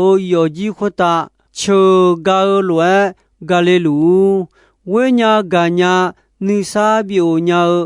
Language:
Akha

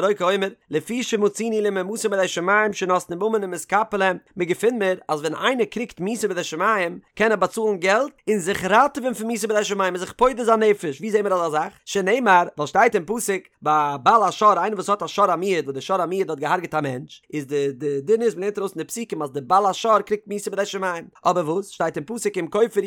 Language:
Yiddish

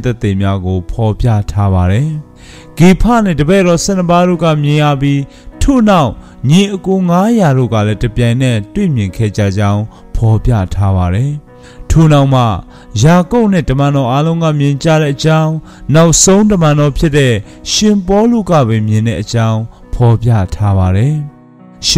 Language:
Burmese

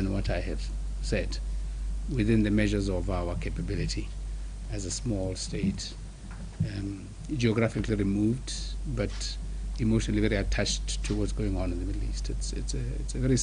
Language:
Tswana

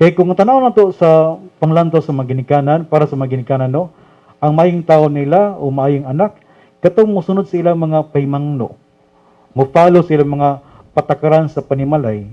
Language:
Cebuano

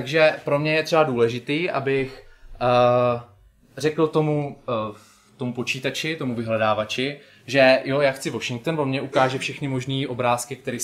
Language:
Czech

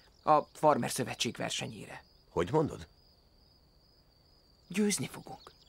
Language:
Hungarian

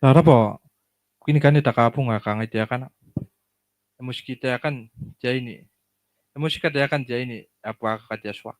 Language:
Gilbertese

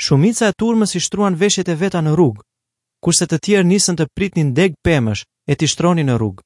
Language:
Albanian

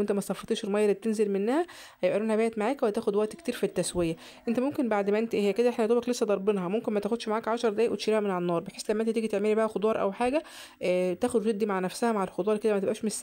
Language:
Egyptian Arabic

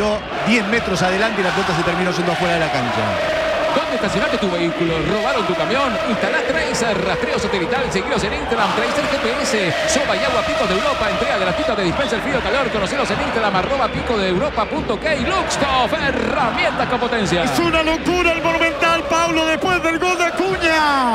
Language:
Spanish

